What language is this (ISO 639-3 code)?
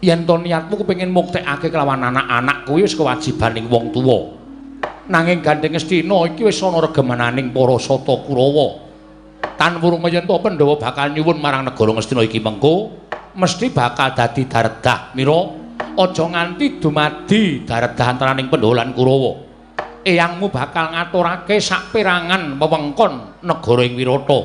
jav